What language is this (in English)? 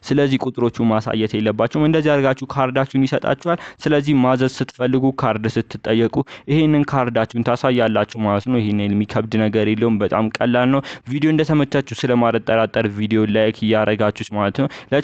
Amharic